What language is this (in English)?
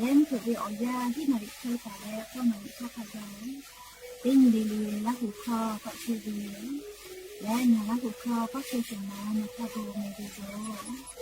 Lahu